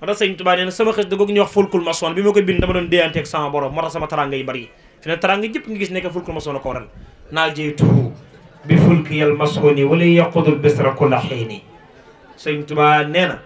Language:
Wolof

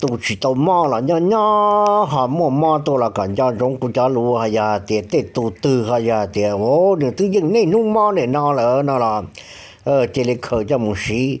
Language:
Hmong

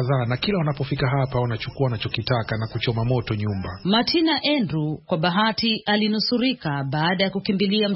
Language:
Swahili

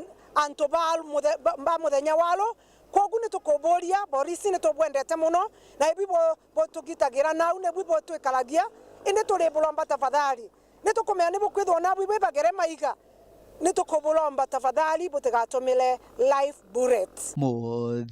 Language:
Meru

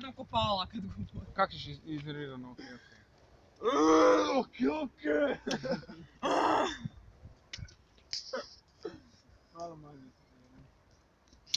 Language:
Croatian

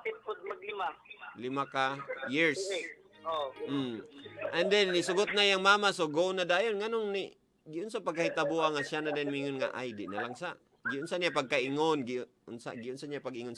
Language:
Cebuano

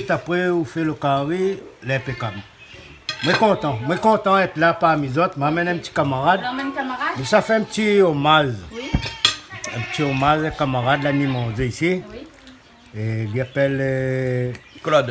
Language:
Réunion Creole French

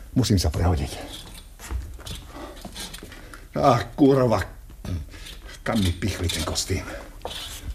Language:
Slovak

